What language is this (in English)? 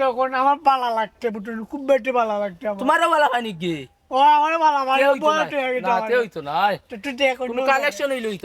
Sylheti